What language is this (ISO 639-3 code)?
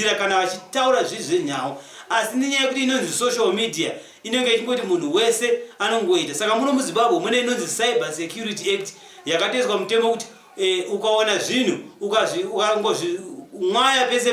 sna